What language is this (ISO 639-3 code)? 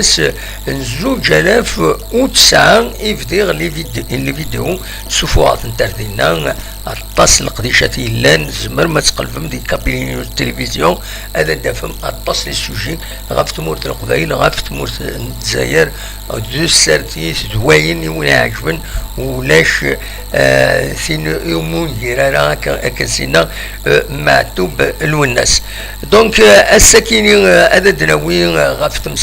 kab